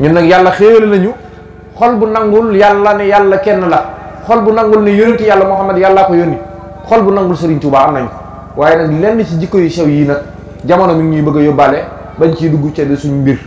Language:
Wolof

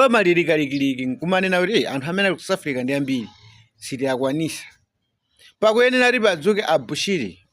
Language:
Nyanja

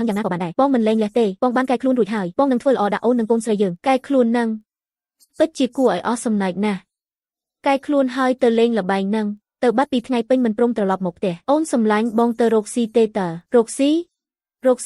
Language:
Khmer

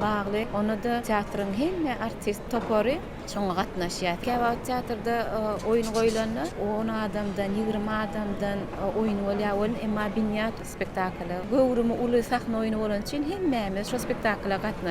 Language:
Turkmen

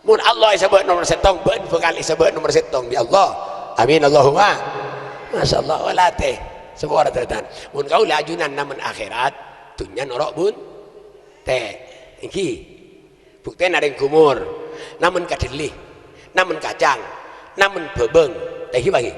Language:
Madurese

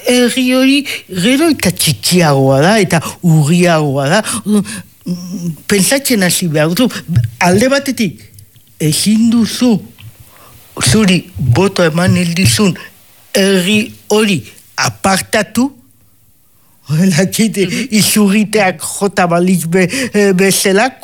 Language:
Basque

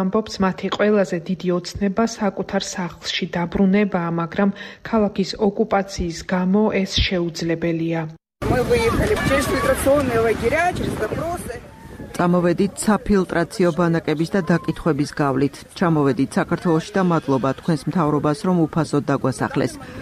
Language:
Georgian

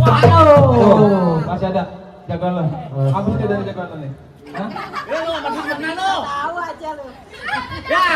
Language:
Betawi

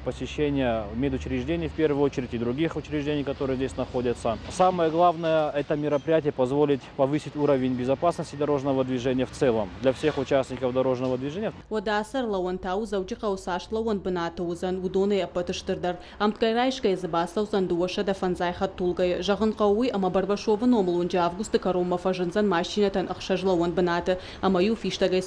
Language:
Ossetic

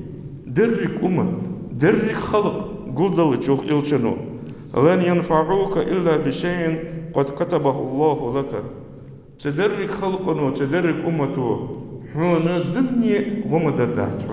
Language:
Ingush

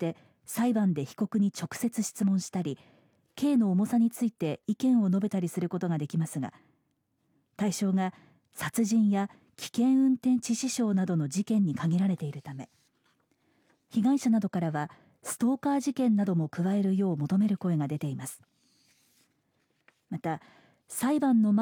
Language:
Japanese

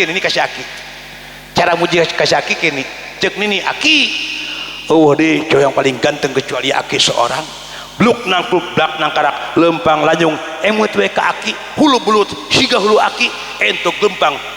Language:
Sundanese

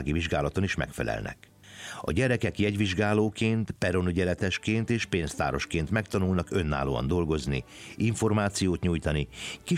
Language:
Hungarian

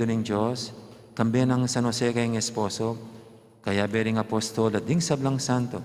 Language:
Pampanga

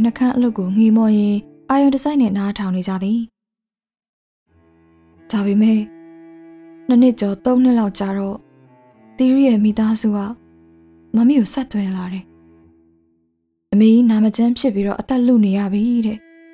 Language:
Burmese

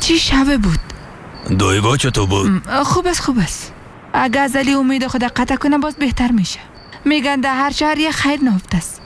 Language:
Persian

